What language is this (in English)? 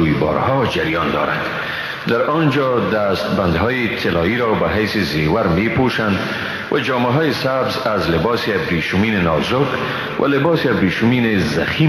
Persian